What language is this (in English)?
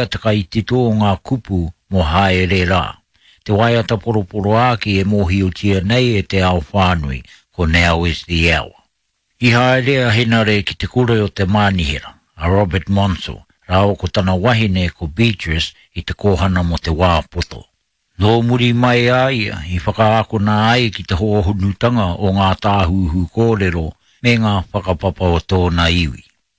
Māori